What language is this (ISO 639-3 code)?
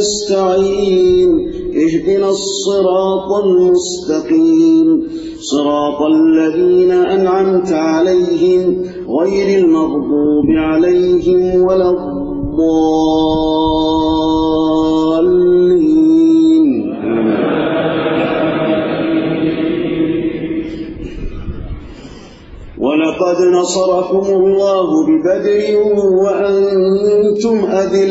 ara